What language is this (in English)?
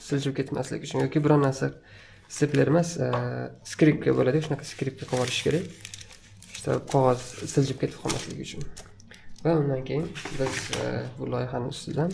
Uzbek